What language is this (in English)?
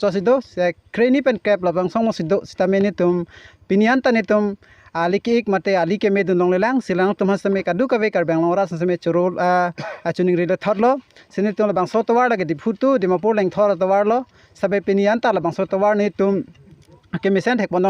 Karbi